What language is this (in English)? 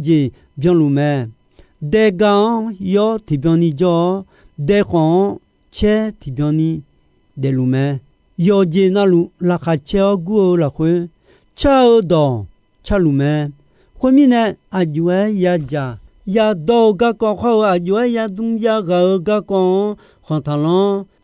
Akha